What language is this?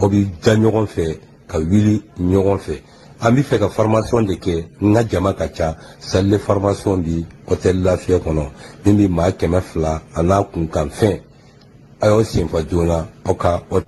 Bambara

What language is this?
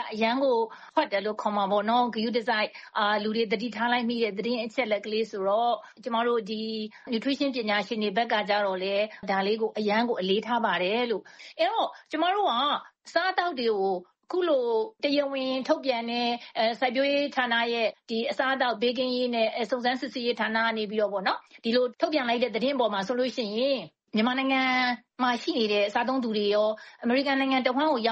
Burmese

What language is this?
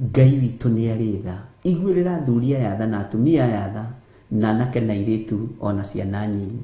Kikuyu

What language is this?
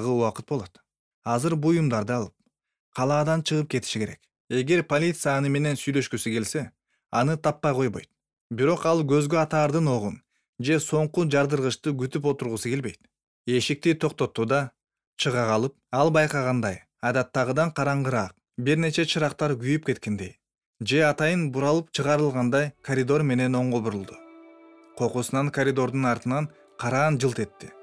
Kyrgyz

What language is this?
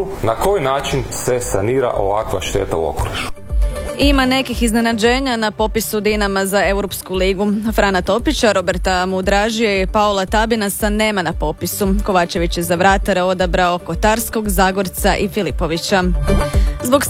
Croatian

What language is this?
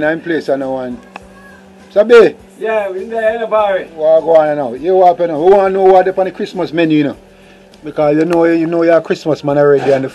Jamaican Creole English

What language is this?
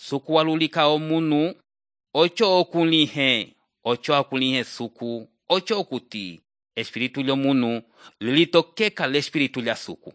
Umbundu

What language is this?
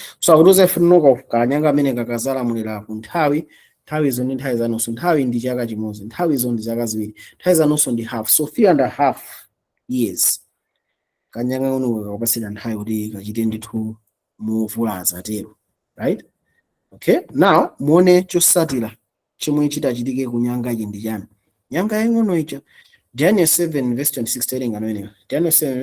Nyanja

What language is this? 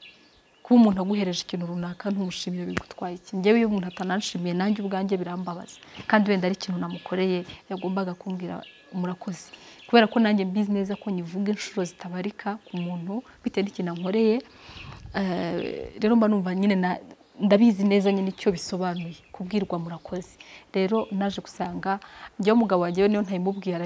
Kinyarwanda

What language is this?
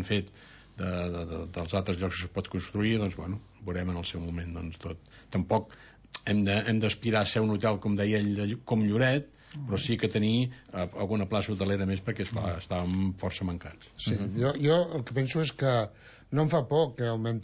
Catalan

